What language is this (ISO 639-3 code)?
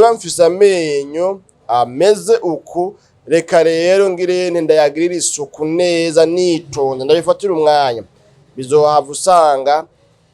run